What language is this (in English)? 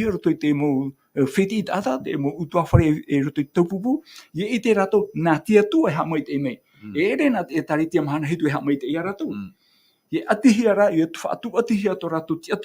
Tahitian